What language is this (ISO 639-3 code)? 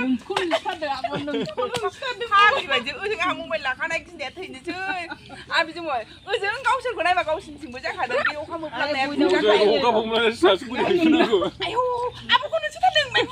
brx